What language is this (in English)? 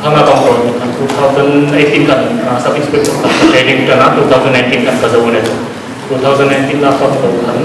Hmar